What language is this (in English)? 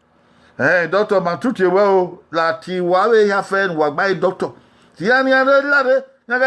Bini